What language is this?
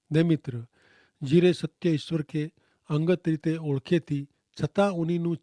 Kachhi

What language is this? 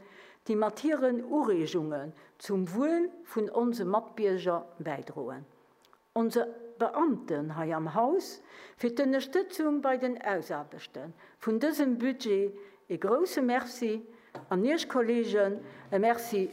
Luxembourgish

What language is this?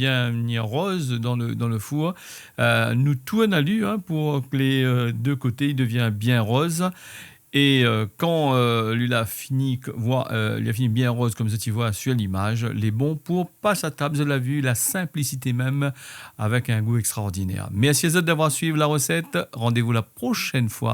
Réunion Creole French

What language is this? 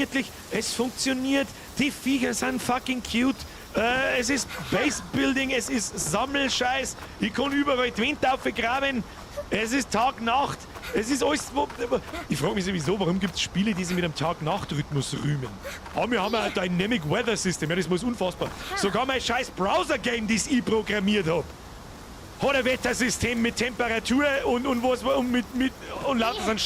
Bavarian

